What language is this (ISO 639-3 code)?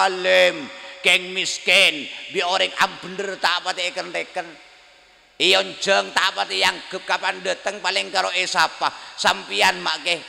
mad